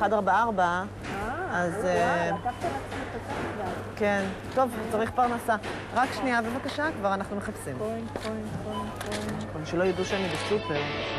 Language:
Hebrew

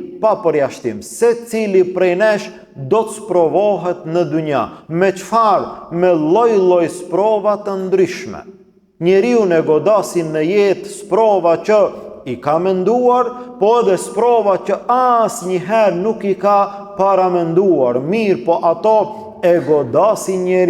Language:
Albanian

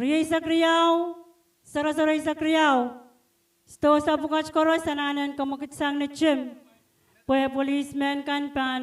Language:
Pohnpeian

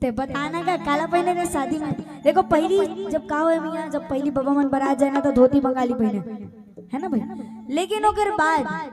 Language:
Chhattisgarhi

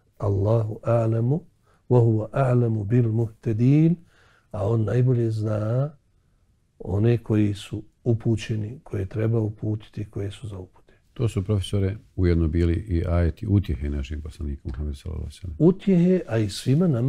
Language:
Bosnian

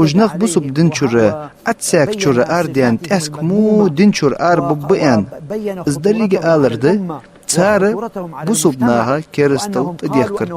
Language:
Ingush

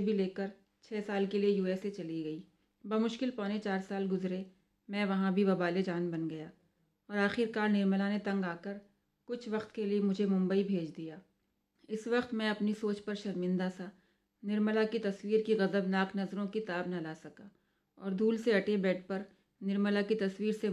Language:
Urdu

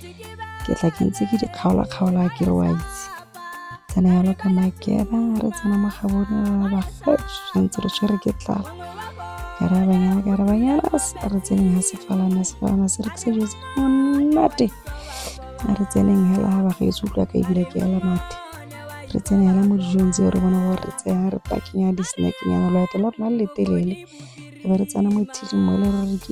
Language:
Tswana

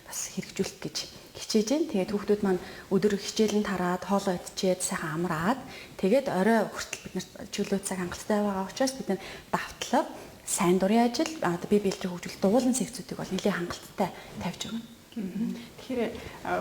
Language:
Mongolian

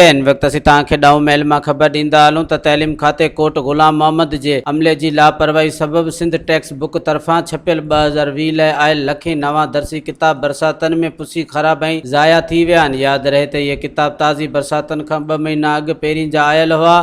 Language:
Sindhi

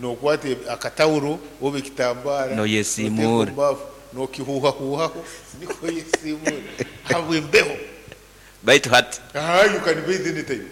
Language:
Nyankole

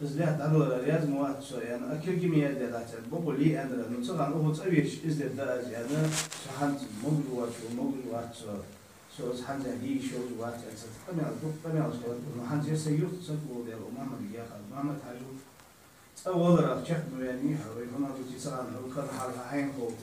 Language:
Ingush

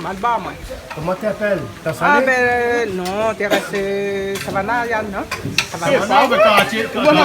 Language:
Réunion Creole French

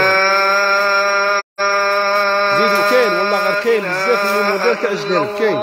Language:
Algerian Arabic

